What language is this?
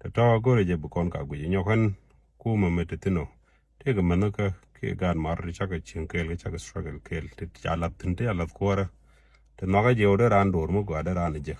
Nuer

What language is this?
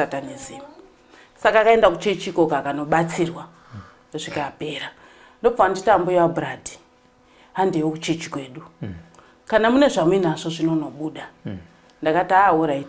Shona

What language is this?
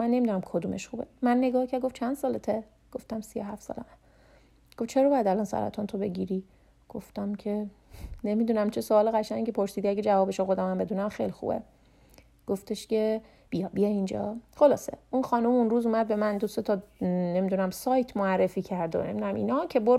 Persian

